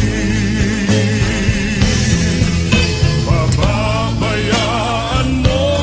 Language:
Filipino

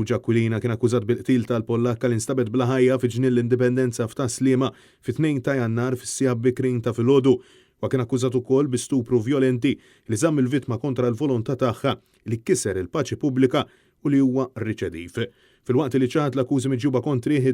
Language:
Maltese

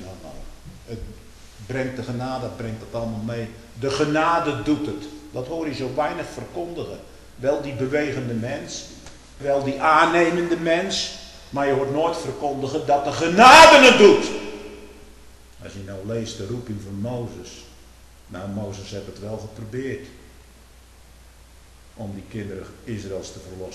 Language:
Dutch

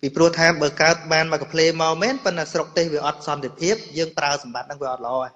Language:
Khmer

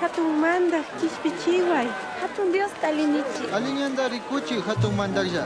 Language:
Chimborazo Highland Quichua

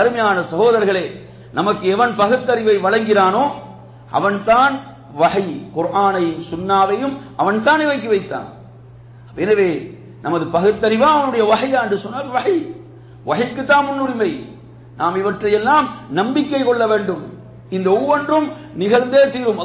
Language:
Tamil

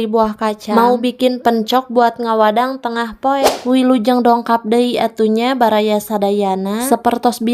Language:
Sundanese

